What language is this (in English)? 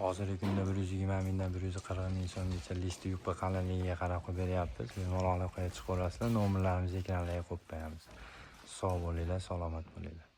Uzbek